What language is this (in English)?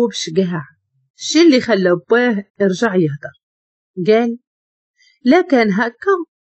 Moroccan Arabic